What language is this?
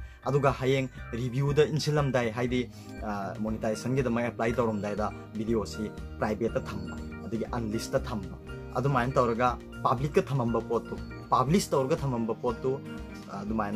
Manipuri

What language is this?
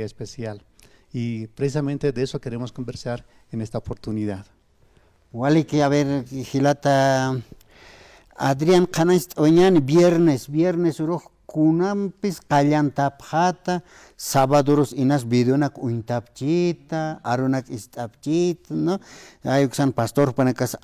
Aymara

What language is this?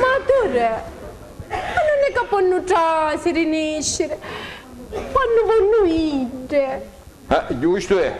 Sicilian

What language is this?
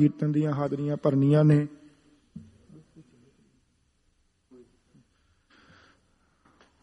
Punjabi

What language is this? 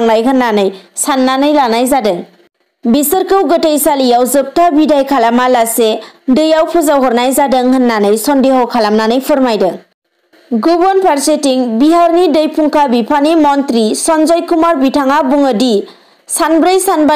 Bodo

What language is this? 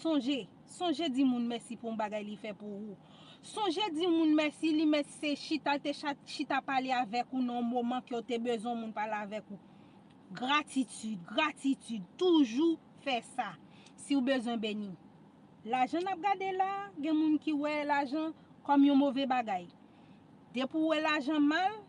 Haitian Creole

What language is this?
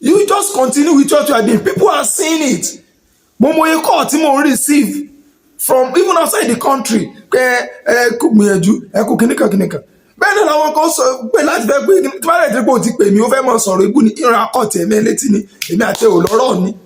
Yoruba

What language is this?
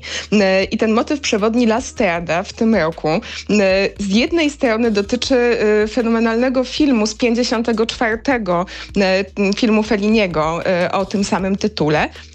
Polish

